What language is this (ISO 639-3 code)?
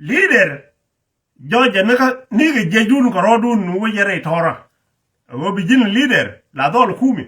nus